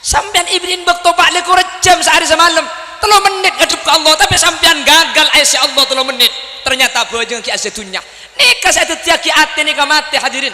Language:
Madurese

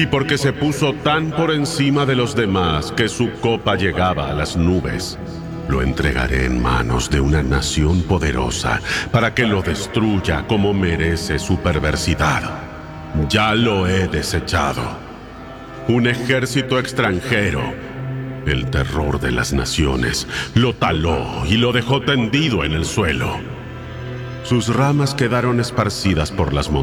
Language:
Spanish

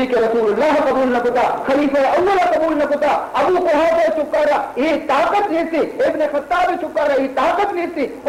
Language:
Baluchi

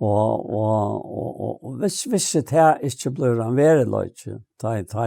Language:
Faroese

